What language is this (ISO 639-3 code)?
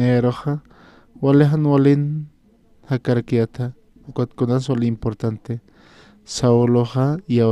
aym